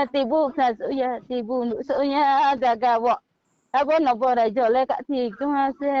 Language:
Riang (India)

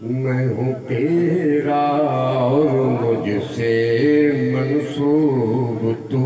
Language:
Saraiki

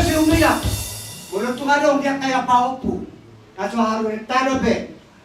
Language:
Batak Toba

